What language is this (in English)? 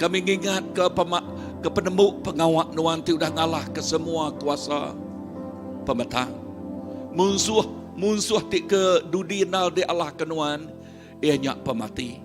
Iban